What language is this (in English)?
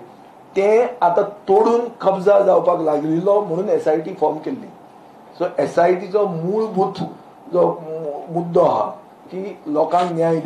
Konkani